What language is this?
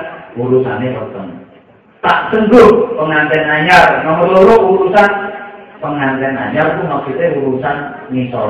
Javanese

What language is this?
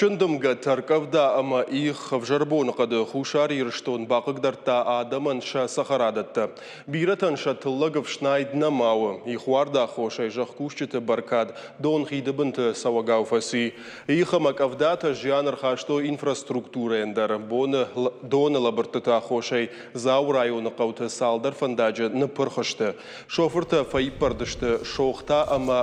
Ossetic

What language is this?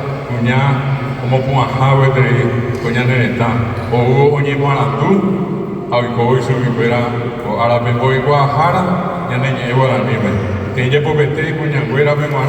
Guarani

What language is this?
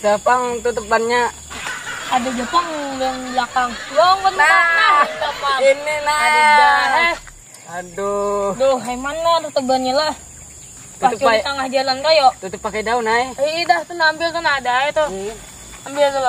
Banjar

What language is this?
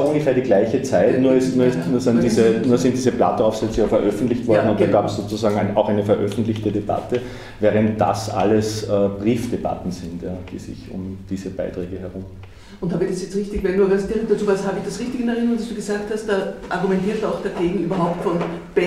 German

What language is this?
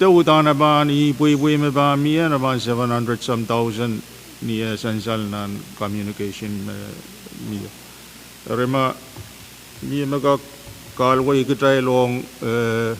Pohnpeian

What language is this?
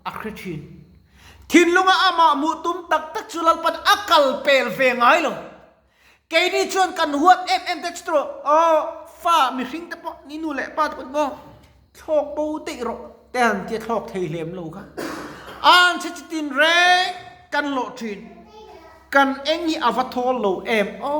Mizo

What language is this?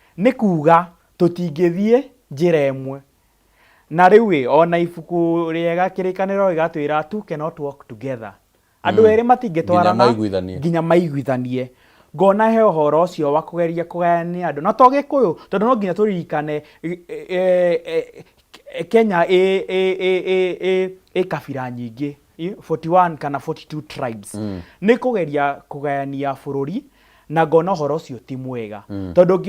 Kikuyu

